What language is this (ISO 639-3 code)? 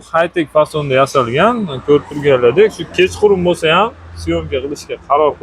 uzb